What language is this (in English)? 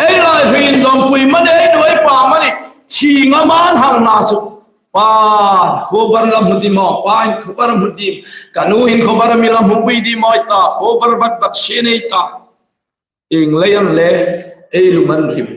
Hmar